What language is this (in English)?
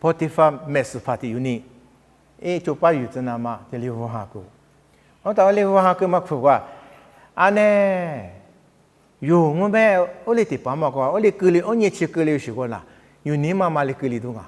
Lisu